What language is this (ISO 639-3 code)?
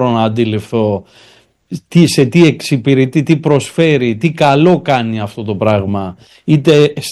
ell